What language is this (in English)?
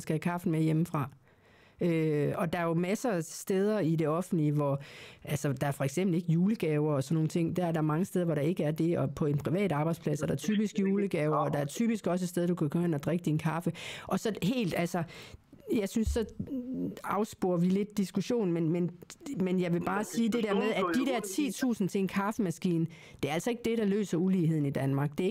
Danish